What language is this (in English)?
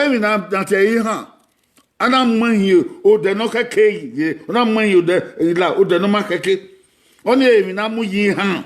Bini